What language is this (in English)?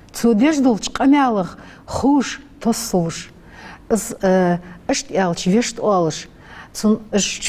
Ingush